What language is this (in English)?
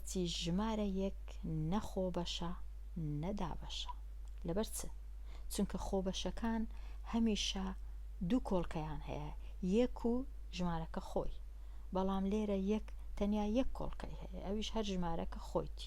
Central Kurdish